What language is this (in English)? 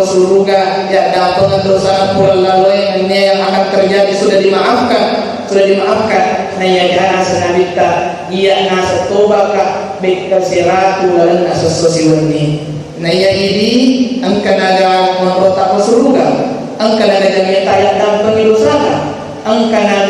Buginese